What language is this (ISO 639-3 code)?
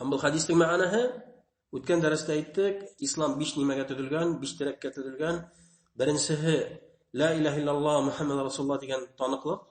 bak